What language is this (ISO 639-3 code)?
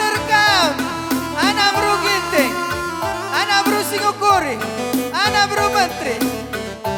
btx